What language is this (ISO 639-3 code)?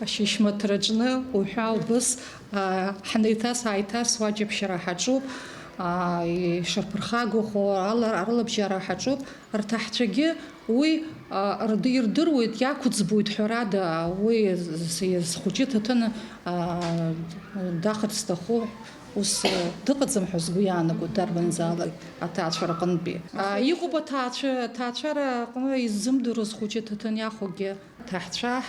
abk